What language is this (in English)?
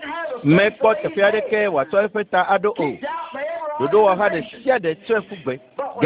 Ewe